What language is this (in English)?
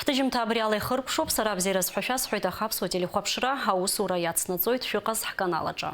Abkhazian